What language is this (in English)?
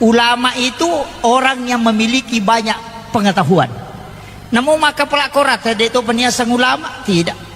Buginese